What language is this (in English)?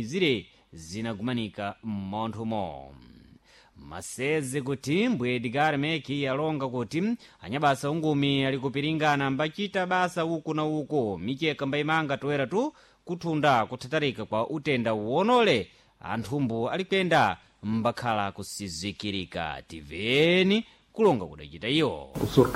Sena